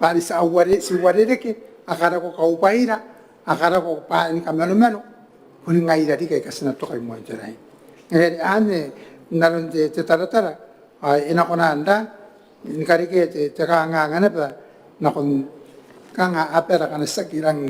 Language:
Gilbertese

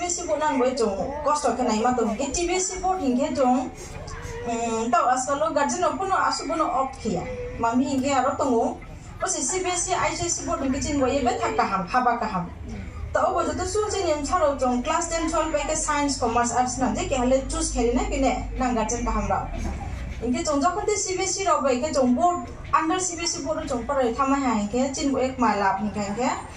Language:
Riang (India)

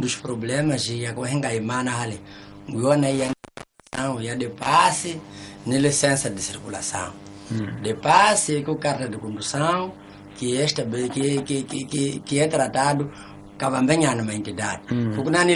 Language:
Tsonga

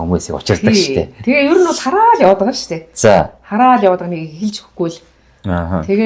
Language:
Mongolian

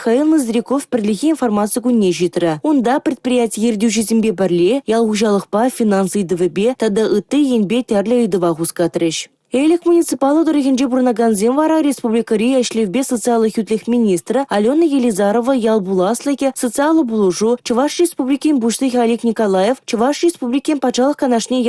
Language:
Chuvash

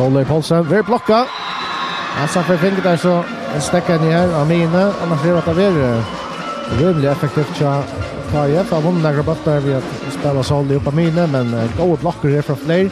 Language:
Faroese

